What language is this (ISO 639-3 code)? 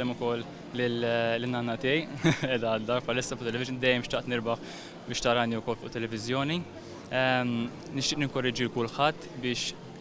mlt